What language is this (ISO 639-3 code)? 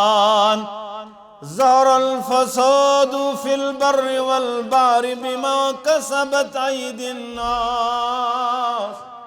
kas